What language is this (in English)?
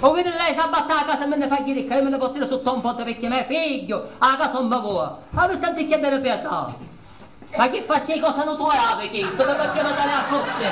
Sicilian